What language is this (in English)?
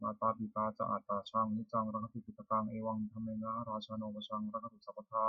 Pali